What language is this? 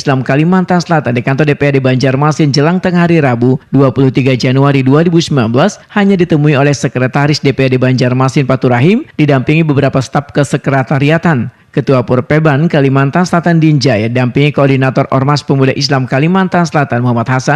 Banjar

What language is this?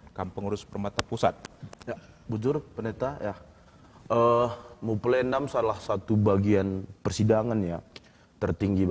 Batak Karo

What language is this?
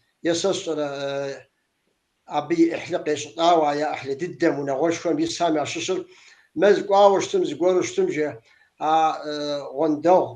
Kabardian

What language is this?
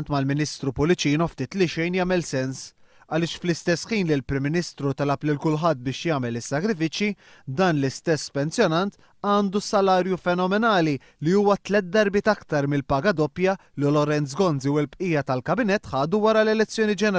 Maltese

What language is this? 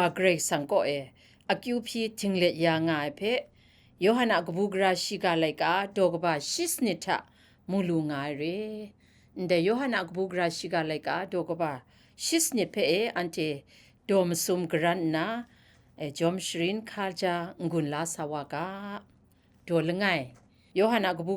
Kachin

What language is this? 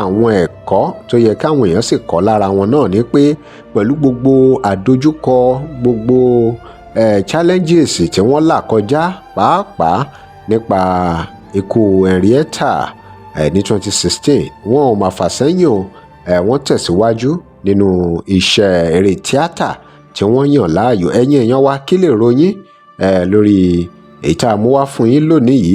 Yoruba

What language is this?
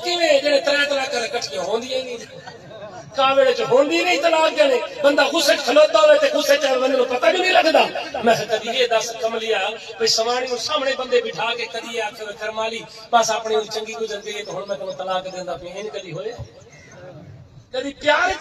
Saraiki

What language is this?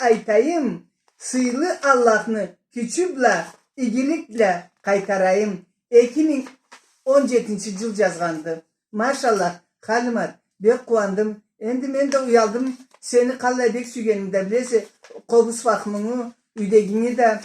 Karachay-Balkar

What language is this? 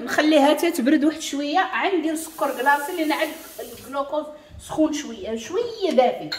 Moroccan Arabic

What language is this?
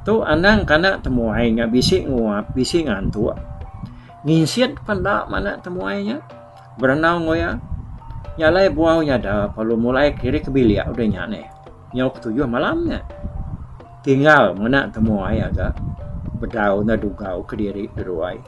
Iban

